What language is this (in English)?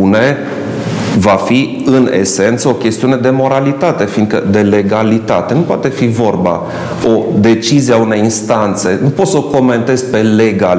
Romanian